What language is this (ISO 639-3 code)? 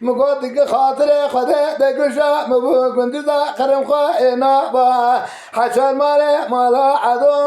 kur